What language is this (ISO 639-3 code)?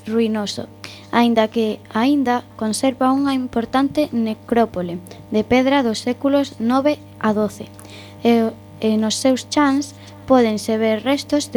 glg